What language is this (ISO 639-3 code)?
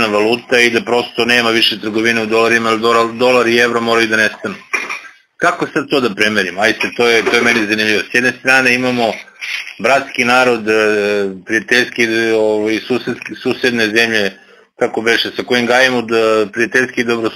srp